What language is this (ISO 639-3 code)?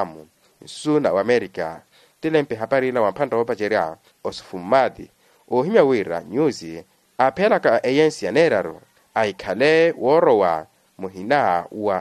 vmw